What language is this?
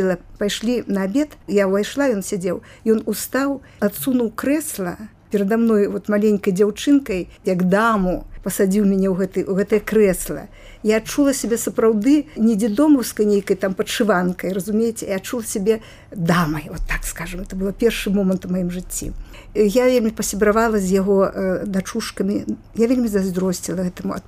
Belarusian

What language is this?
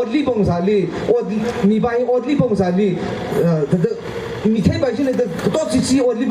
Tangkhul Naga (India)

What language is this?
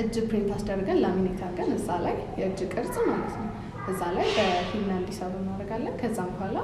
Amharic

